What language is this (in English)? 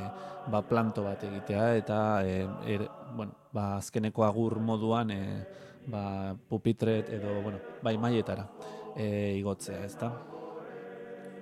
Basque